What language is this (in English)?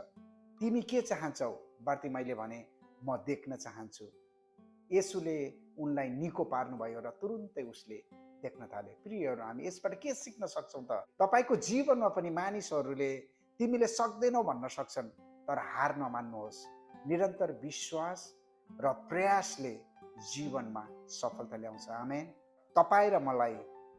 Nepali